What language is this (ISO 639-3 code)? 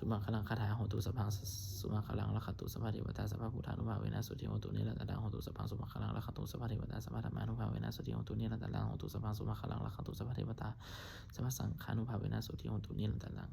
pli